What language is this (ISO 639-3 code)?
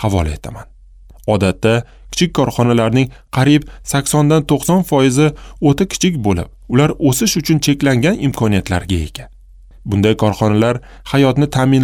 uzb